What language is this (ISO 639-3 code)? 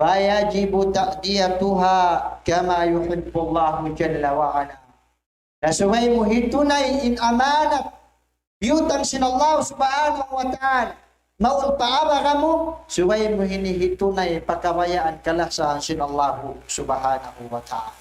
tsg